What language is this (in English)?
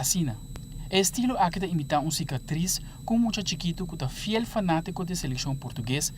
Papiamento